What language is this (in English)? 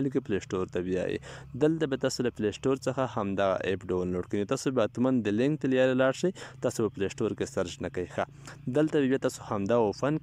Pashto